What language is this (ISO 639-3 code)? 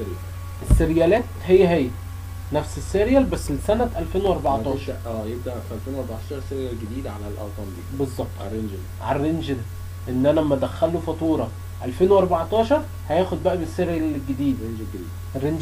arz